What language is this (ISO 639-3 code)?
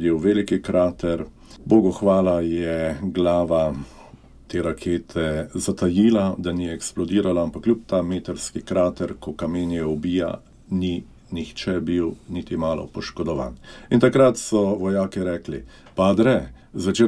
slv